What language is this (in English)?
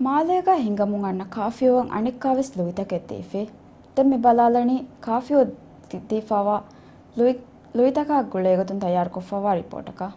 Divehi